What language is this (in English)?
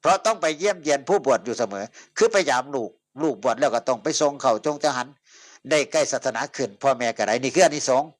Northeastern Thai